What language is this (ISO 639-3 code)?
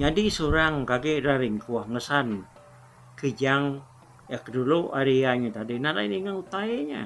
iba